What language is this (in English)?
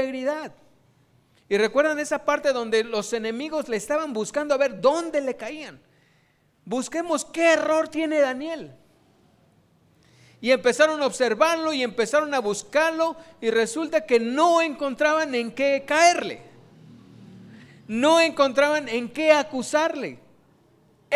Spanish